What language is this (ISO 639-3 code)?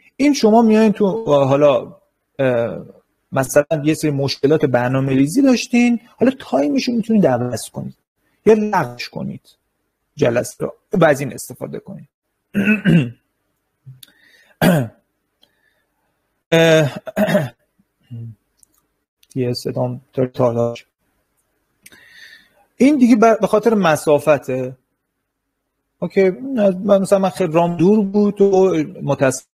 fas